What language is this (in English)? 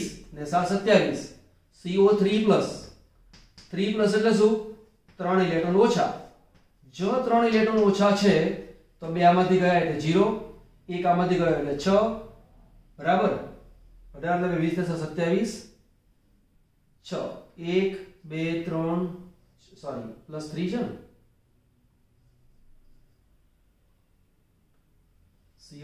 Gujarati